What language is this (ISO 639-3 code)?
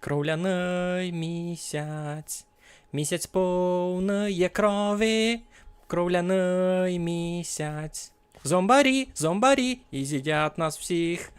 rue